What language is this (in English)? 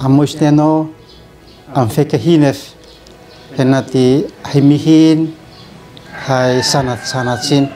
Uab Meto